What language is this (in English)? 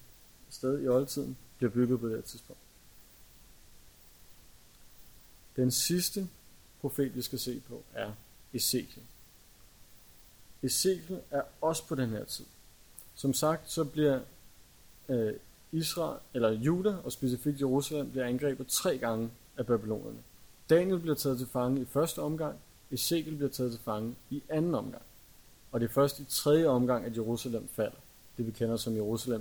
Danish